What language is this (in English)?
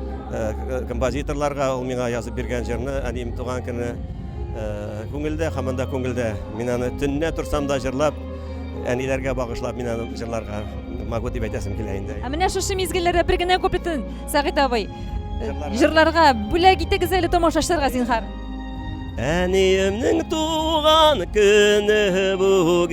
Tatar